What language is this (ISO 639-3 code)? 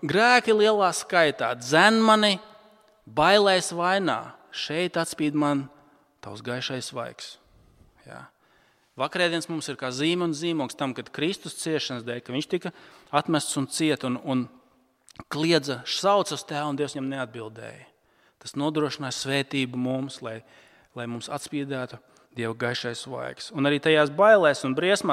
lav